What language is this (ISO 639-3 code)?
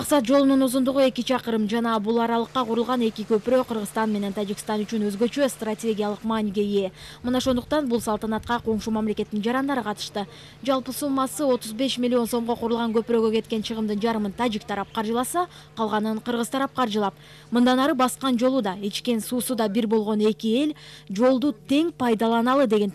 kir